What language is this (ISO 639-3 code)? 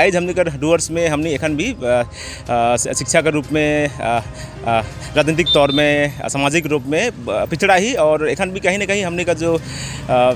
sck